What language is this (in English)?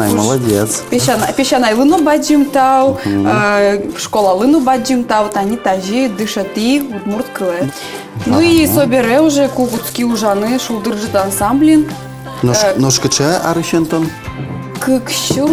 Udmurt